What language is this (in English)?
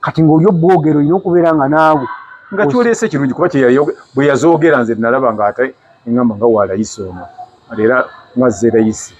Ganda